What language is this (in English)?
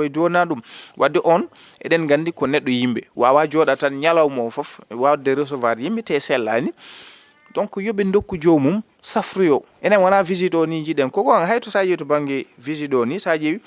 Fula